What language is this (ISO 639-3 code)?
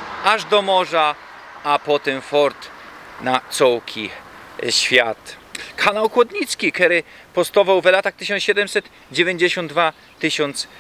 szl